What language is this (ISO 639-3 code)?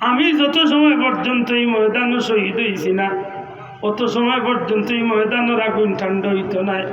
syl